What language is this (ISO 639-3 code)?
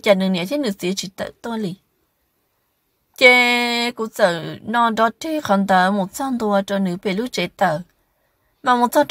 vie